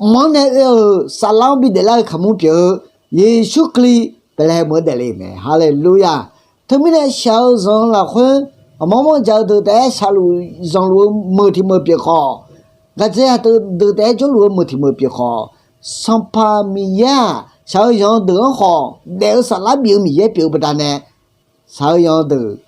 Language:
Akha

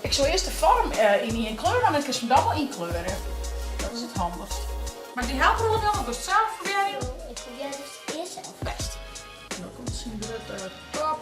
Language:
Western Frisian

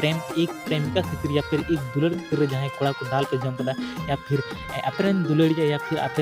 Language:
Santali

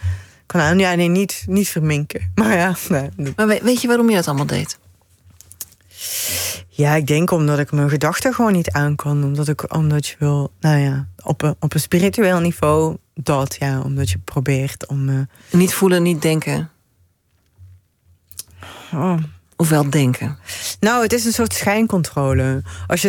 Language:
Dutch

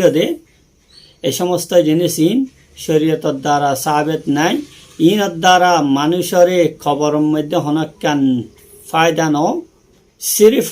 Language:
Rohingya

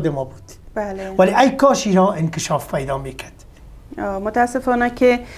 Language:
Persian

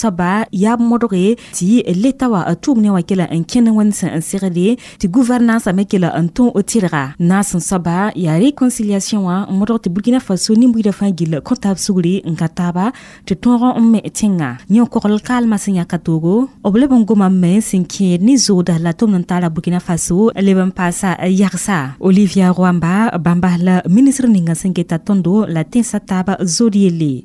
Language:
Mossi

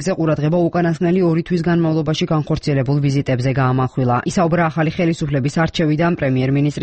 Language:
Georgian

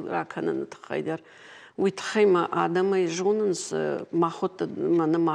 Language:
Ossetic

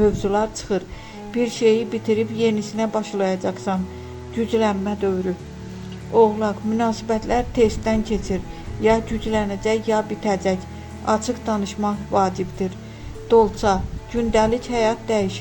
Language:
Azerbaijani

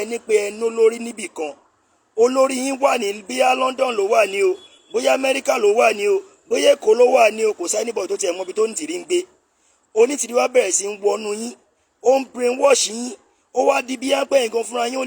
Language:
Yoruba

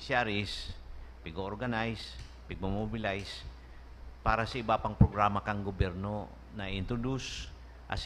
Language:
Bikol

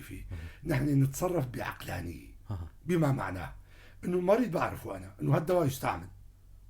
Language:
North Levantine Arabic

